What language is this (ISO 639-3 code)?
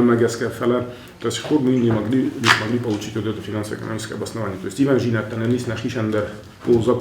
oss